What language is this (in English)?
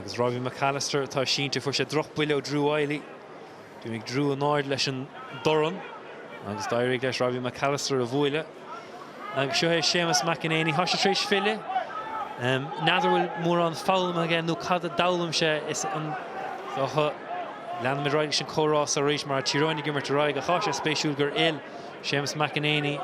Irish